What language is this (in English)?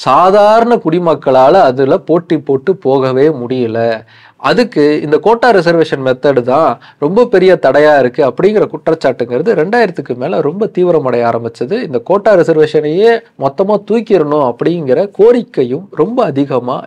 Tamil